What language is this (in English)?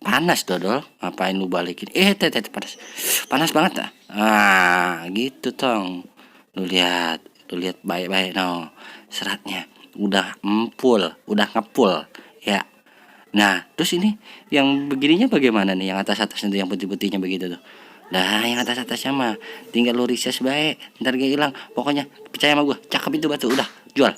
Betawi